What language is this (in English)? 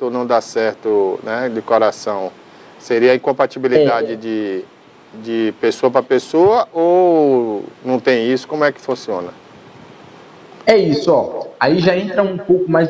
Portuguese